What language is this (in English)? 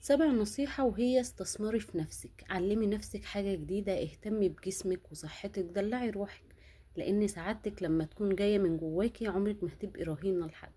Egyptian Arabic